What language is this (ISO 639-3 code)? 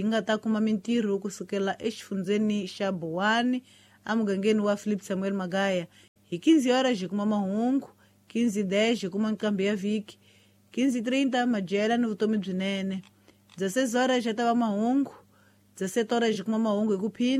tso